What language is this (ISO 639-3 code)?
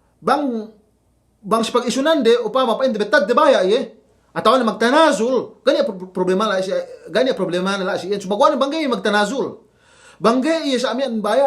yka